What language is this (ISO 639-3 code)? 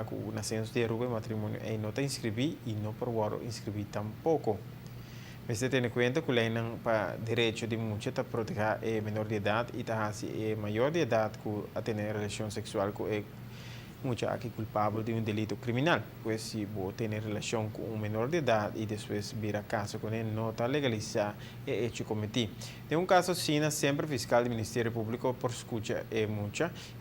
pap